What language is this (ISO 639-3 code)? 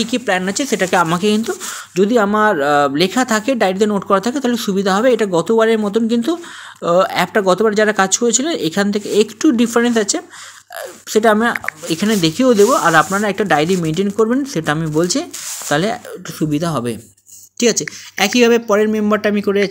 ben